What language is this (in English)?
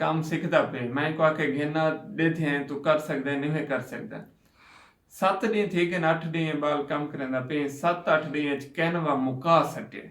Saraiki